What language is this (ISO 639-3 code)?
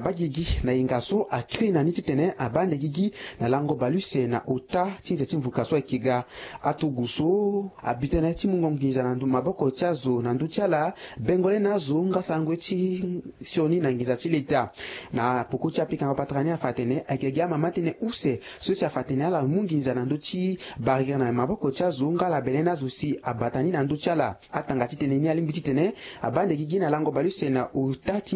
sag